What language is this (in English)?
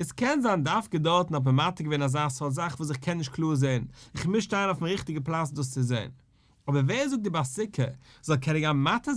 Yiddish